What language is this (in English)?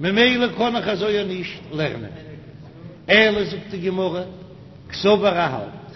Yiddish